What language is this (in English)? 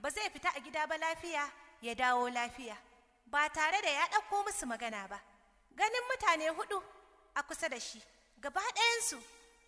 Hausa